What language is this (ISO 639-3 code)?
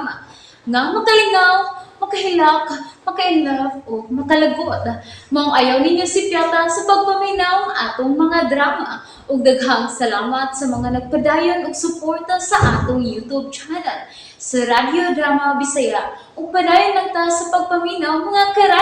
ceb